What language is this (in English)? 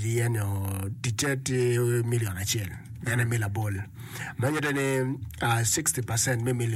Acoli